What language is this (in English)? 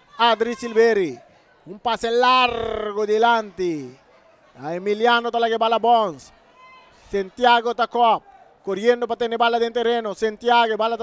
Papiamento